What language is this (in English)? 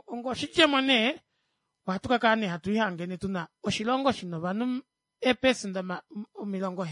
Kuanyama